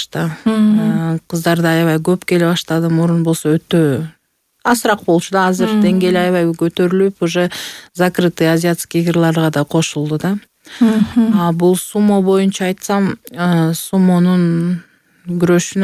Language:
Kyrgyz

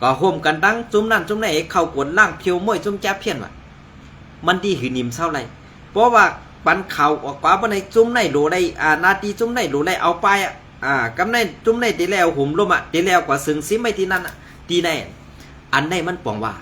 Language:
Shan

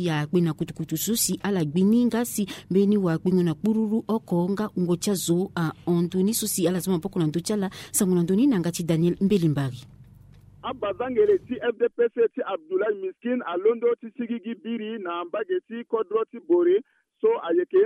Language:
Sango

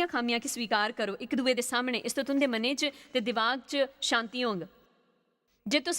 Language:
Dogri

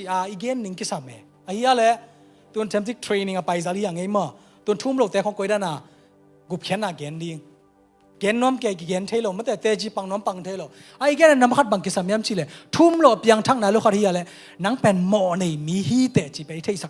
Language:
Tedim Chin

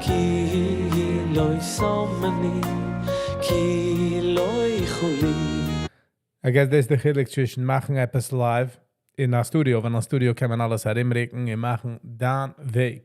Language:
Yiddish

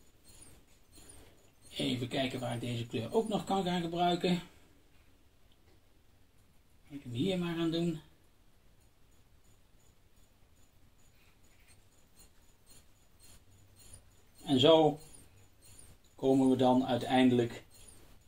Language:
Dutch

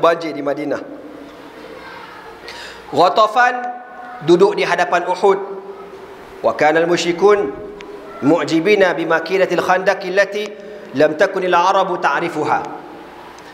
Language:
Malay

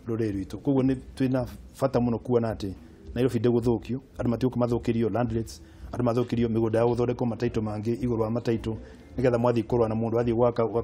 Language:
Kikuyu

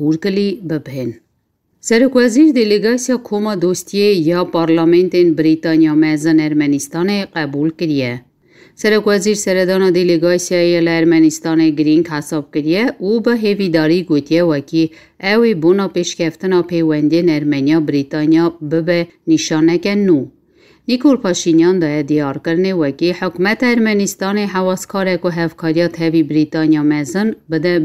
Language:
Kurdish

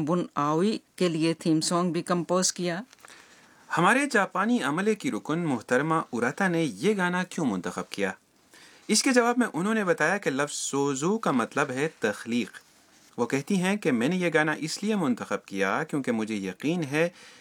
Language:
Urdu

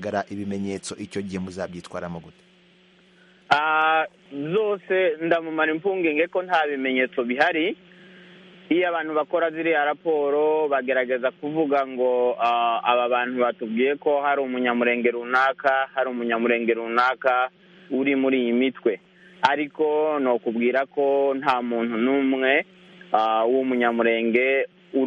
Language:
Kinyarwanda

